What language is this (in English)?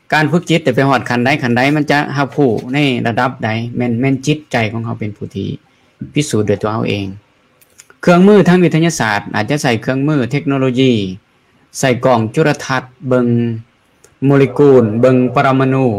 Lao